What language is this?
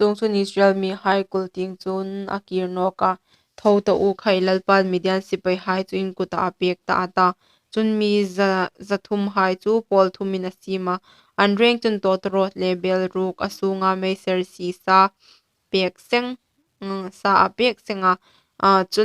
Hmar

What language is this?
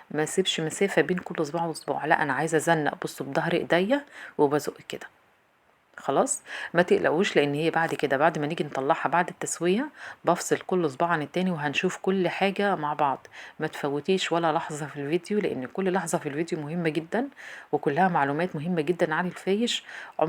Egyptian Arabic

